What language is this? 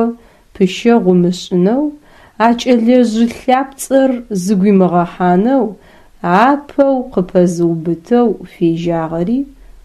Adyghe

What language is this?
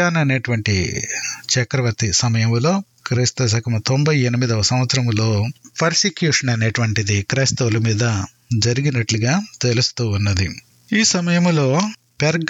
Telugu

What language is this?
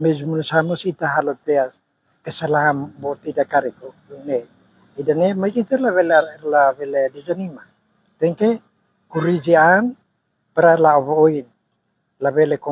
Tetum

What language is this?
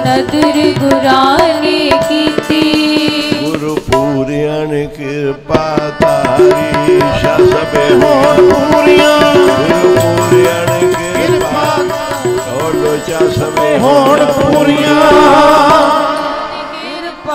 Punjabi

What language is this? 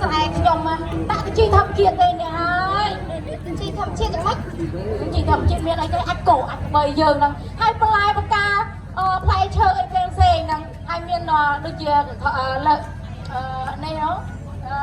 Khmer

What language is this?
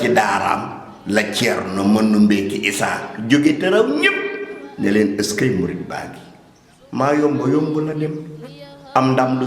Wolof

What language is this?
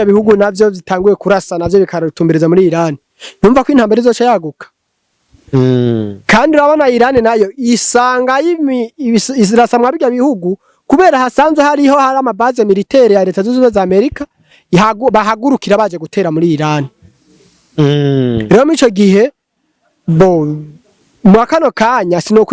Rundi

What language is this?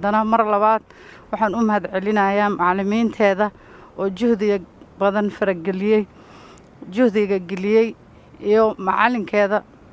Somali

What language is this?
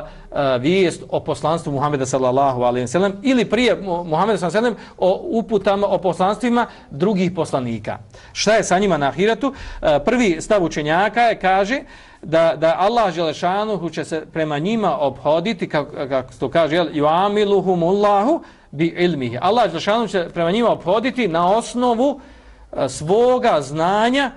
Bosnian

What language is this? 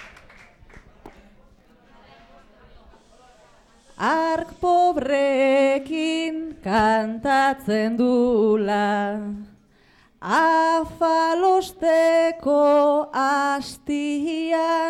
Basque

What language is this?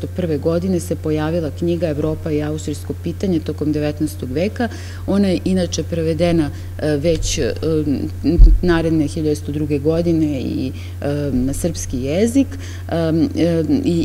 Serbian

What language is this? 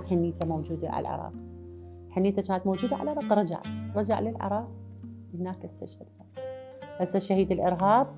Mesopotamian Arabic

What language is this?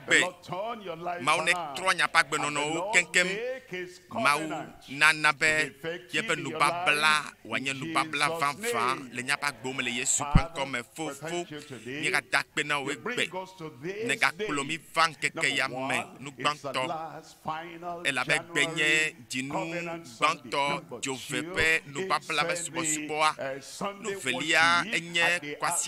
Ewe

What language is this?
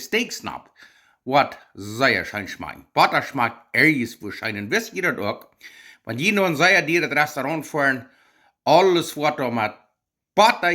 Plautdietsch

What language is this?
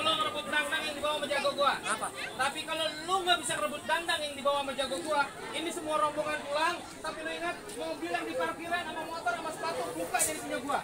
Betawi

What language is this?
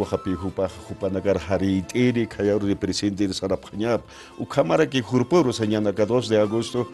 Aymara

